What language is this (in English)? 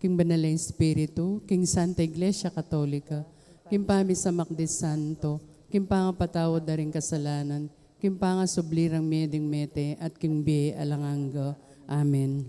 Pampanga